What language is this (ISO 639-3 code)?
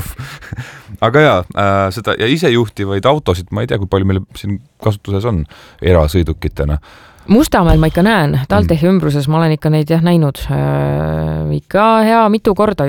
est